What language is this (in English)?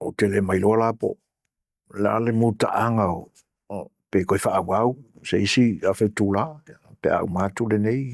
Samoan